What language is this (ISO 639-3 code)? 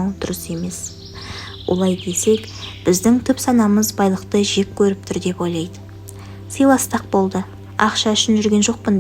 kaz